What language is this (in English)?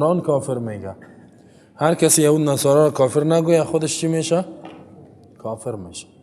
Persian